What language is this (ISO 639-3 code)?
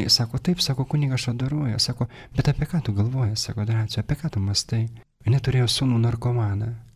lit